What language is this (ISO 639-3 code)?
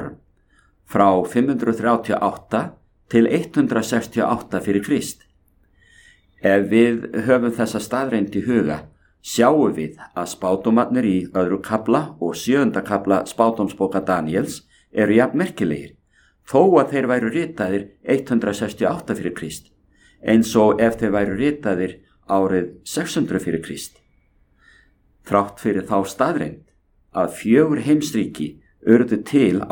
isl